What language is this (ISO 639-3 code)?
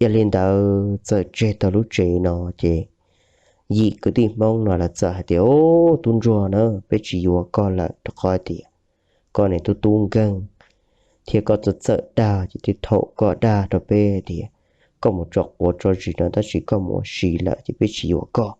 hmn